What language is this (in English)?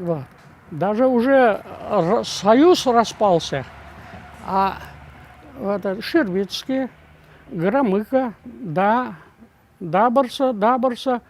Crimean Tatar